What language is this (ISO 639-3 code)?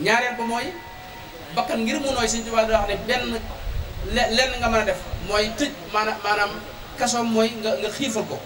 wol